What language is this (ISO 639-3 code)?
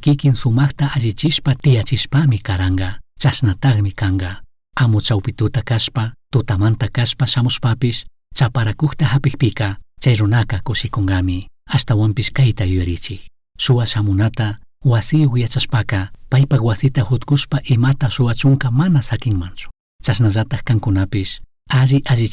qug